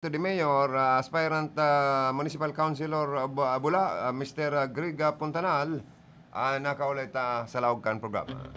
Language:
Bikol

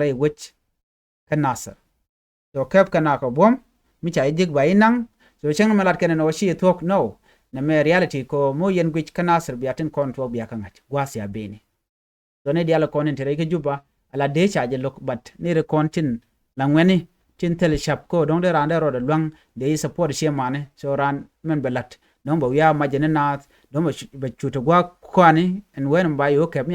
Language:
Nuer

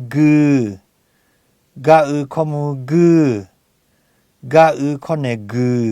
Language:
Lahu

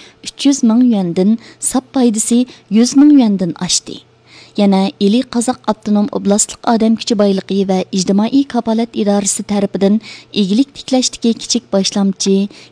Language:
Uyghur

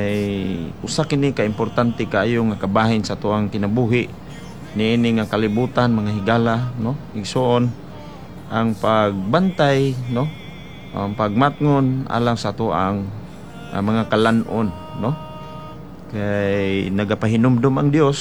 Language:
Cebuano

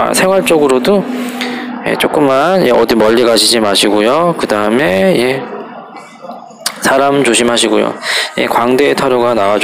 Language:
Korean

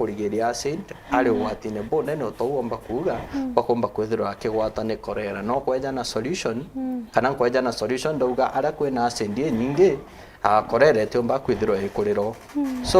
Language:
Meru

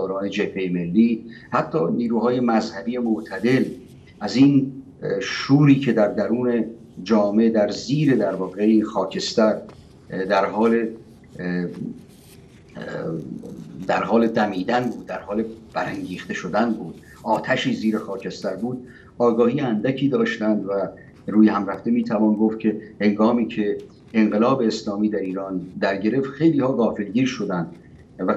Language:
Persian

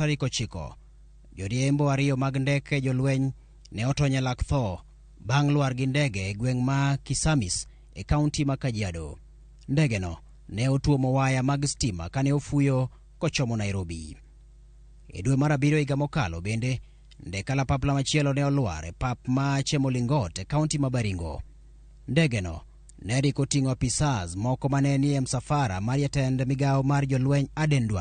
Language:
Luo (Kenya and Tanzania)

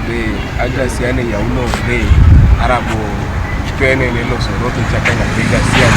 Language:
Teso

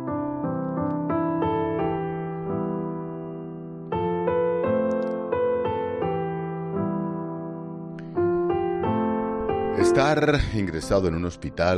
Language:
Spanish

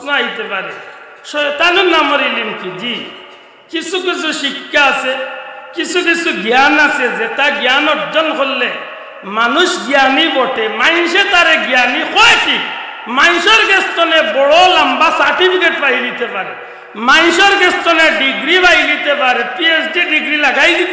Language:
Sylheti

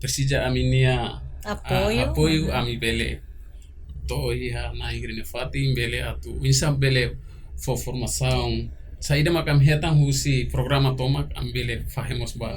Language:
Tetum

